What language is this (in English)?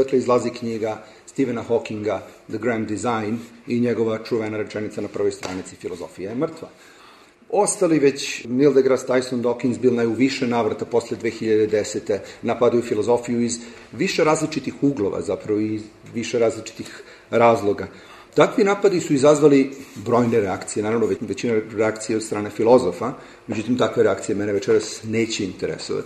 Serbian